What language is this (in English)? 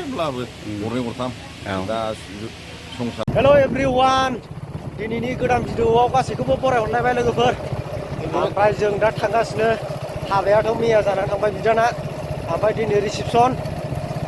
Bodo